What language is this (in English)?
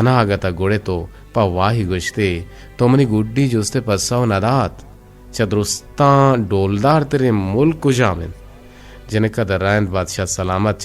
Eastern Balochi